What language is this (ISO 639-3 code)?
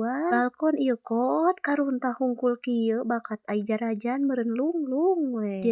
sun